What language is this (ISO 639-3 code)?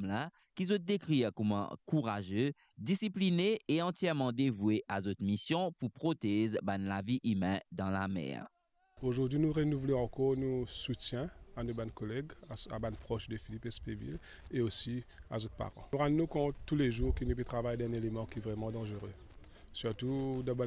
mfe